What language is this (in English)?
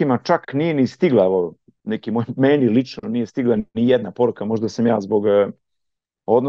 Serbian